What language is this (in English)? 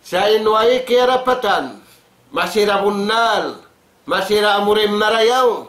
Tausug